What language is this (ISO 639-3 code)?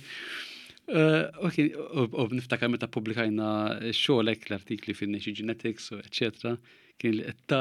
mlt